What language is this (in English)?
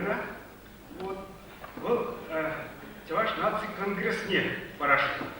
Chuvash